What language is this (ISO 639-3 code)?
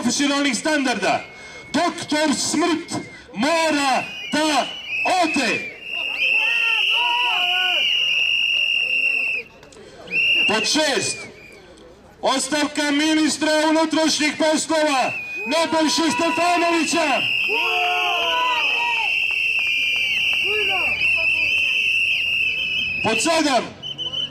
srp